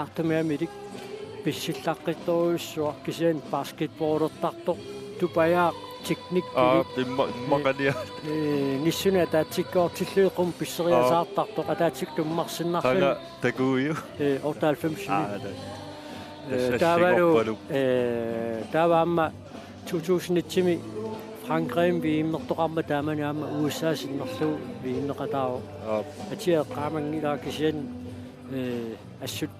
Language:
Kalaallisut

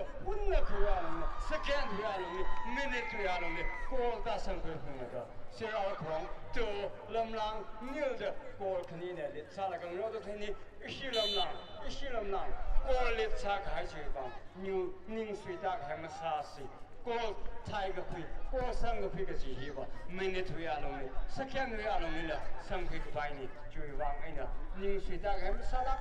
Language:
Tangkhul Naga (India)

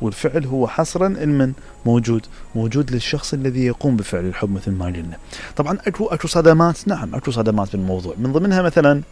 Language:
Mesopotamian Arabic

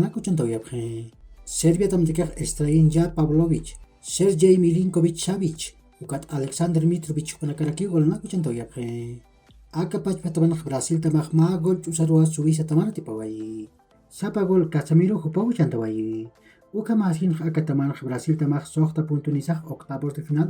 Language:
Aymara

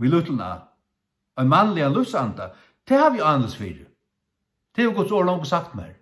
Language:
Faroese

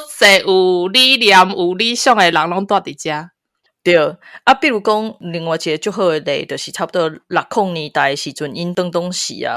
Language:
Min Nan Chinese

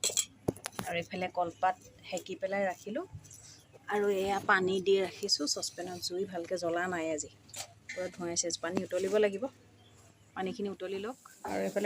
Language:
Assamese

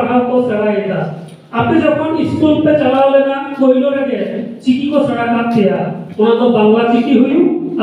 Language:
Santali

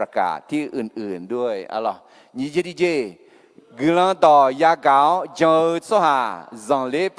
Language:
Akha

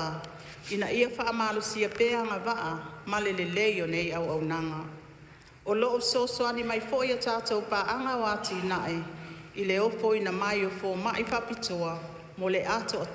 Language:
Samoan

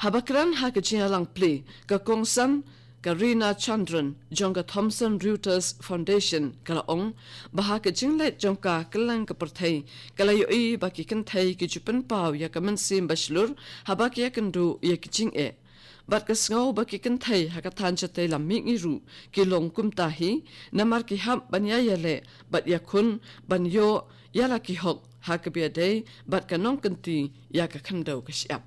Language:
Khasi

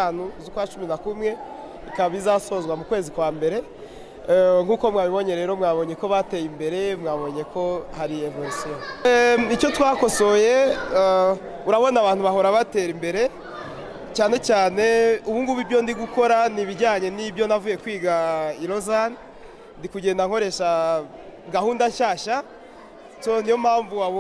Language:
Kinyarwanda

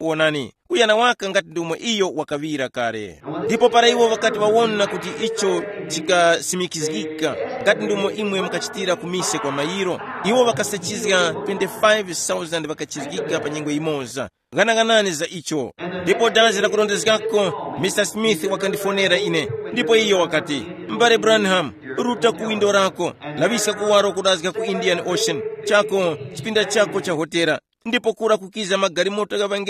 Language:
Tumbuka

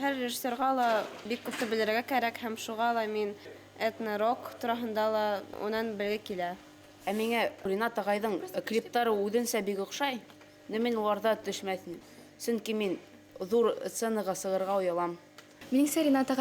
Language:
Bashkir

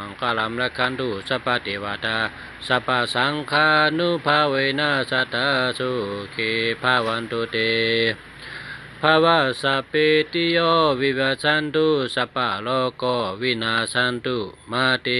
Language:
Shan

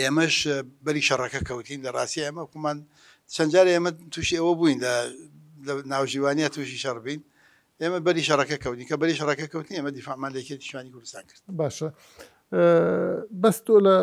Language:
Central Kurdish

